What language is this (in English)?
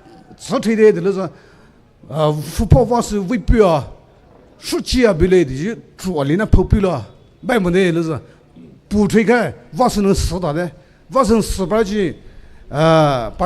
Poumei Naga